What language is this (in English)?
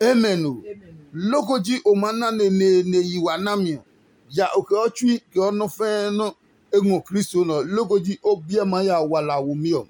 Adangme